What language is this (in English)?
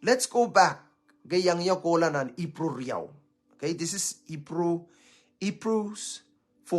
Pohnpeian